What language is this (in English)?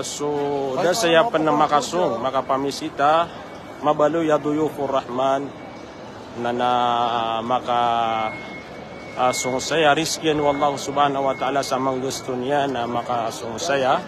Maranao